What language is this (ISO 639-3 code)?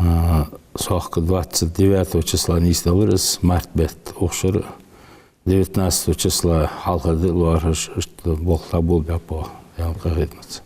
inh